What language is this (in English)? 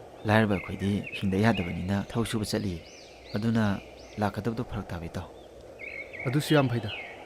Manipuri